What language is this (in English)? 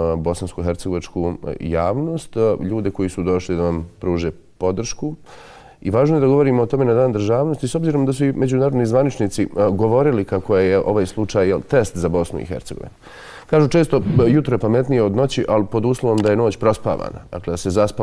Bosnian